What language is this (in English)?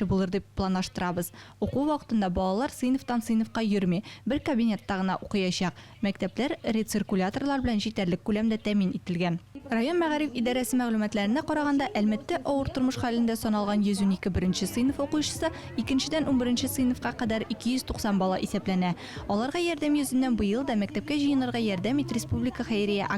Tatar